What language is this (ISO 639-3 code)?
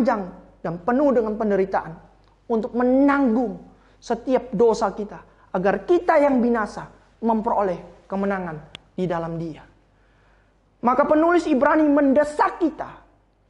ind